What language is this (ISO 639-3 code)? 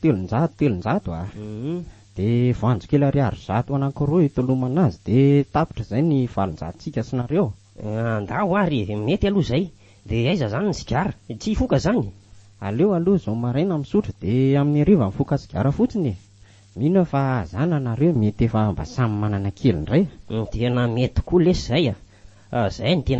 mlg